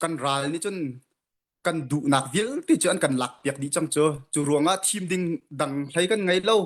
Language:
Hakha Chin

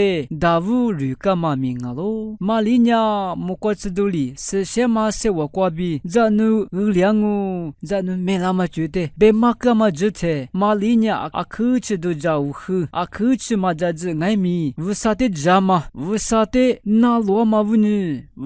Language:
Lisu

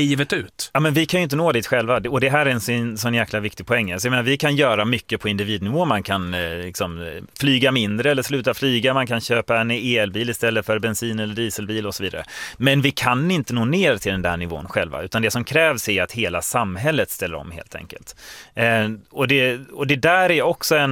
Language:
Swedish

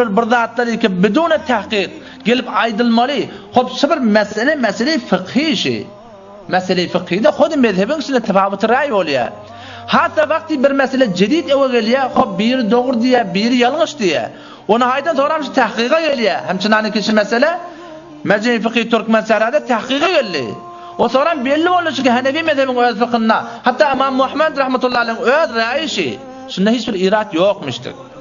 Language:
Turkmen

